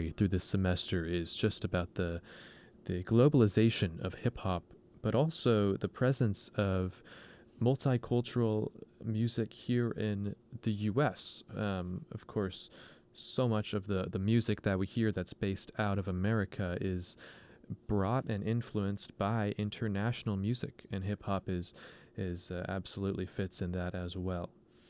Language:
English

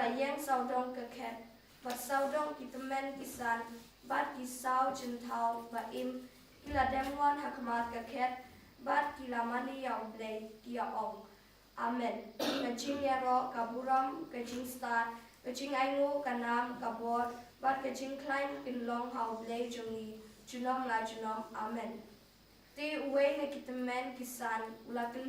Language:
Khasi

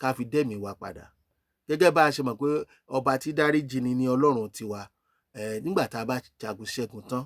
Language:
Yoruba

